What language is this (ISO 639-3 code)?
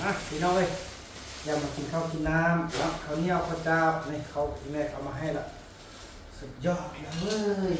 tts